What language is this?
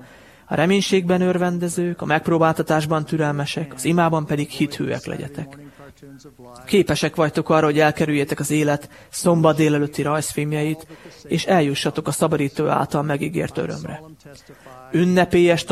Hungarian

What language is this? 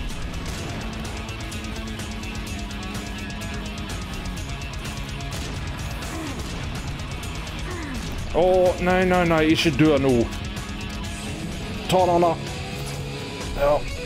Norwegian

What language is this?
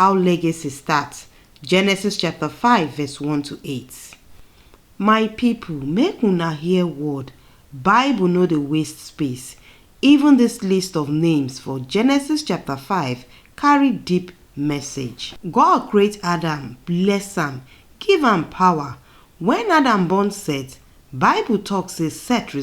Nigerian Pidgin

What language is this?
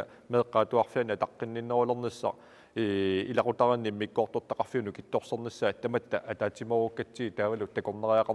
Kalaallisut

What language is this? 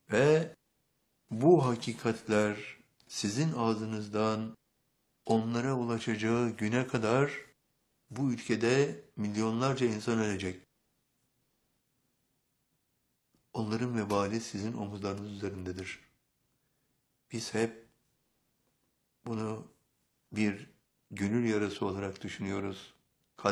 Turkish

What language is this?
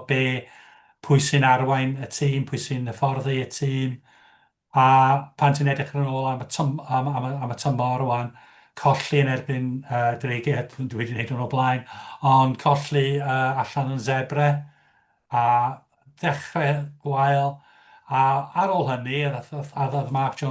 Welsh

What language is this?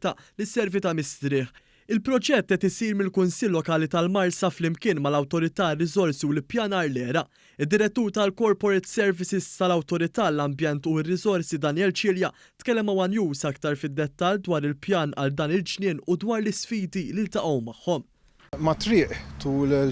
Maltese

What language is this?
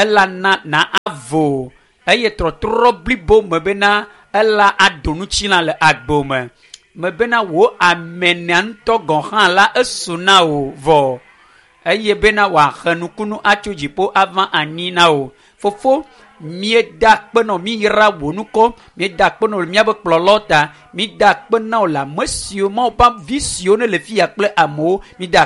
Ewe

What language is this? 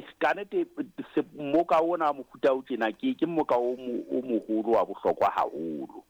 Southern Sotho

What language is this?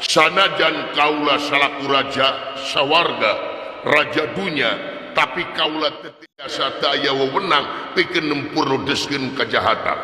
Sundanese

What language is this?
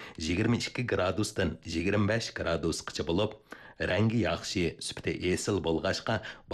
Uyghur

